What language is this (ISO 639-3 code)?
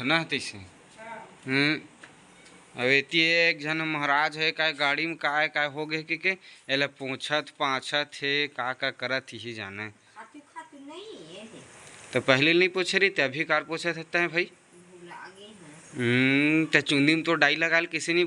hne